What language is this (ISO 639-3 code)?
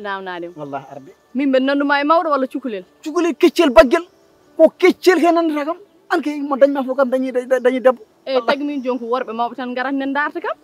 ful